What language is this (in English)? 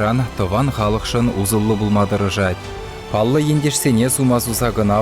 Chuvash